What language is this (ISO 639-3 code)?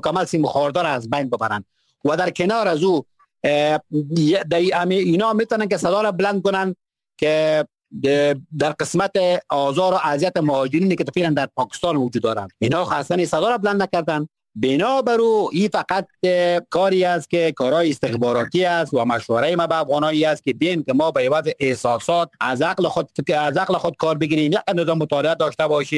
fas